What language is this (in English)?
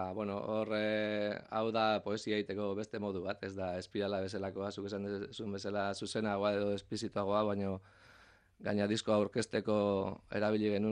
Basque